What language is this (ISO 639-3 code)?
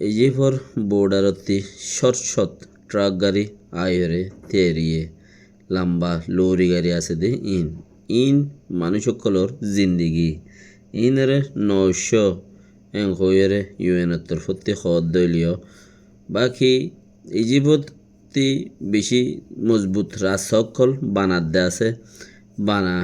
rhg